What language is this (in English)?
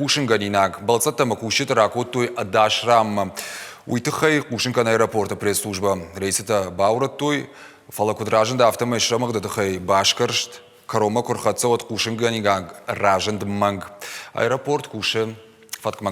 Ossetic